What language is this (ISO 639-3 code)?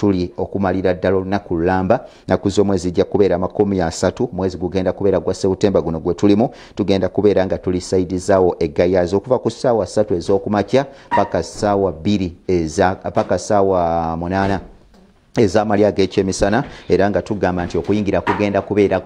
lug